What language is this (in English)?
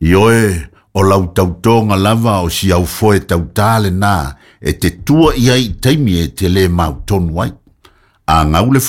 Samoan